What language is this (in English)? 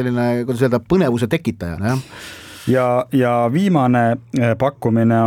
Estonian